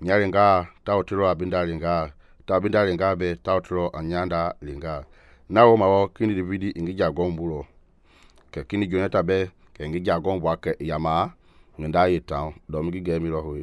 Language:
Mende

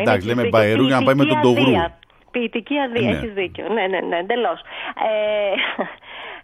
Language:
Greek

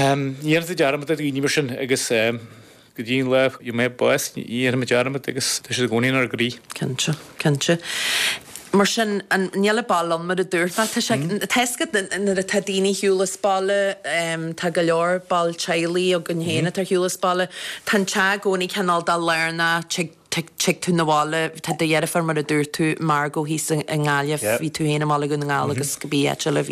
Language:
Irish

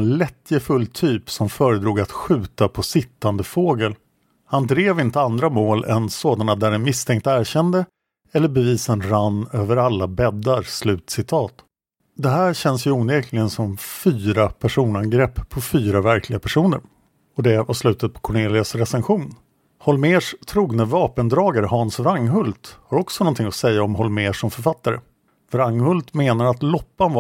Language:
Swedish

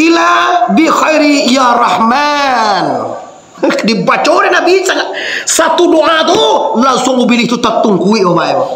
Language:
Minangkabau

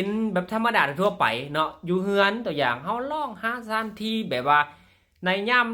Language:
Lao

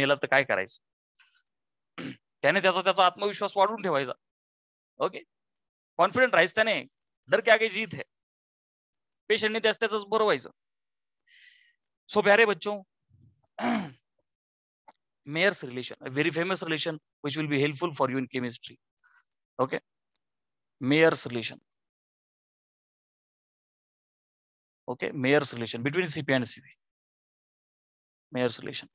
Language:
Marathi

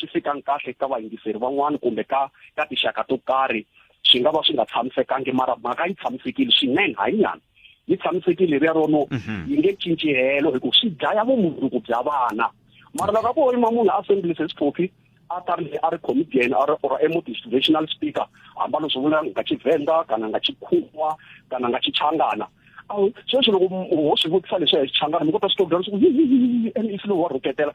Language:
Tsonga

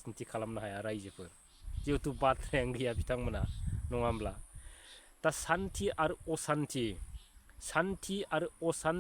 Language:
Bodo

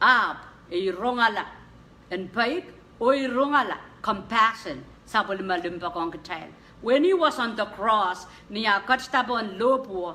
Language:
Pohnpeian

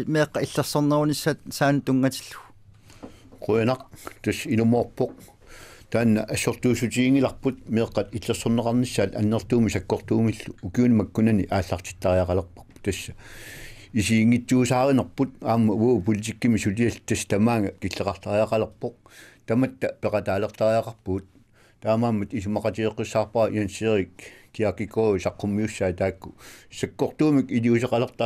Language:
Kalaallisut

